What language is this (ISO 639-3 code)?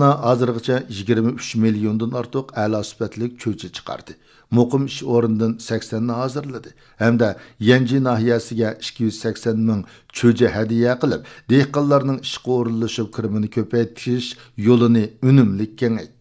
uig